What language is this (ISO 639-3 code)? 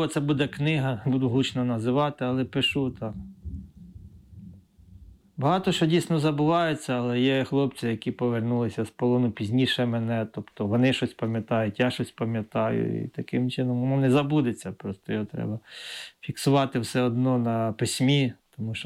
ukr